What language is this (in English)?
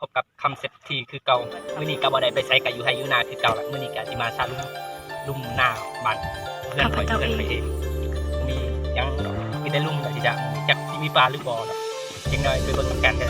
Lao